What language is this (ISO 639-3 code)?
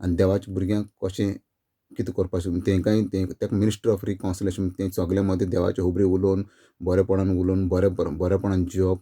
kok